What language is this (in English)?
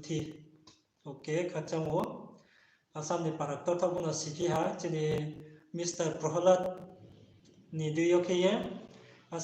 Riang (India)